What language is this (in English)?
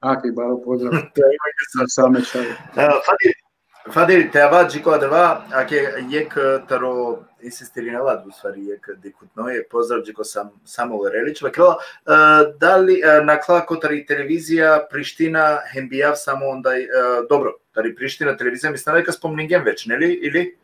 Balkan Romani